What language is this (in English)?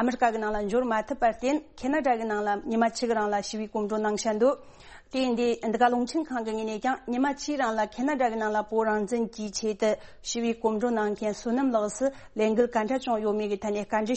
Tibetan